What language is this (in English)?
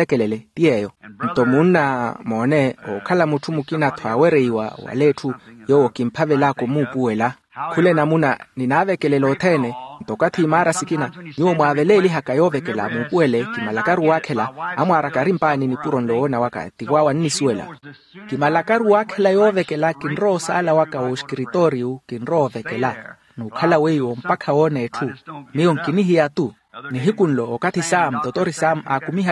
Makhuwa